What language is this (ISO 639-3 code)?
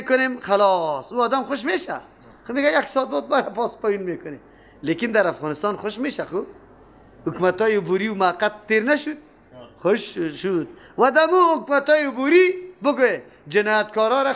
fas